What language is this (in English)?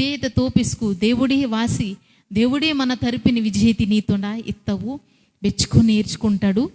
Koya